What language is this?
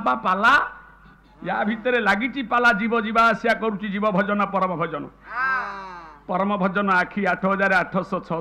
Odia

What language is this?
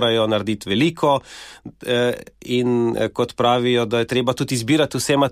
Slovenian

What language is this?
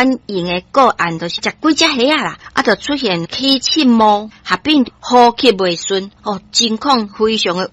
Min Nan Chinese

